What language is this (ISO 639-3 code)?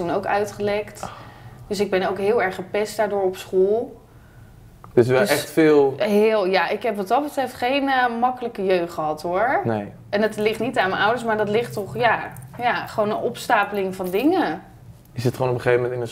nld